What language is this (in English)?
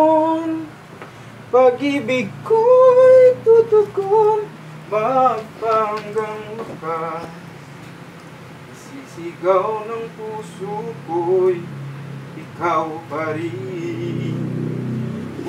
Filipino